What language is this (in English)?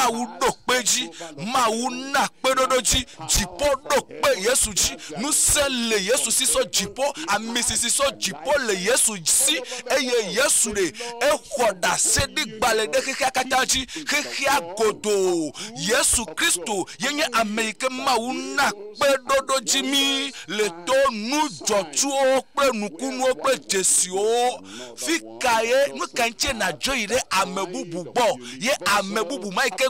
Ewe